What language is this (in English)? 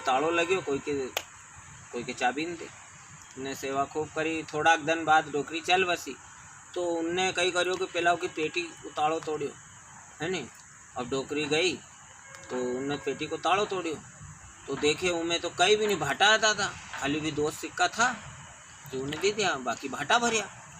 Rajasthani